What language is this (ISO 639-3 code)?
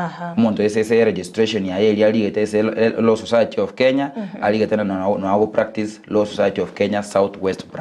guz